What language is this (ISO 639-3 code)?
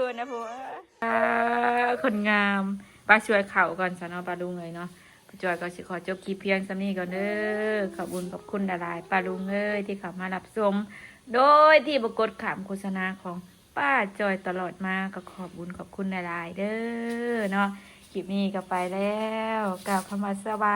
tts